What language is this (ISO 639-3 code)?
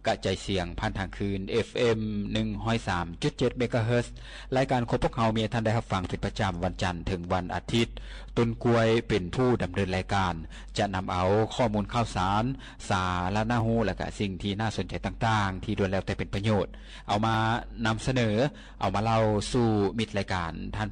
lao